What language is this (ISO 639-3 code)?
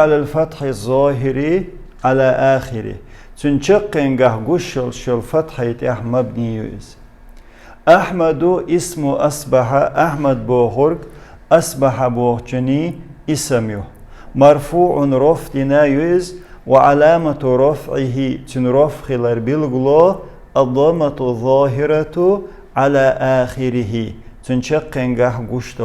che